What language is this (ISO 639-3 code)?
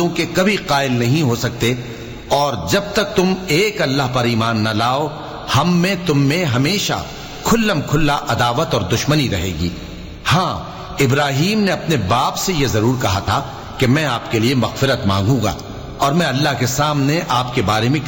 urd